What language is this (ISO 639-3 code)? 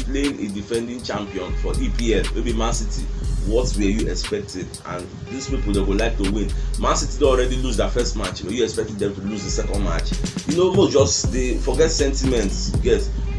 pcm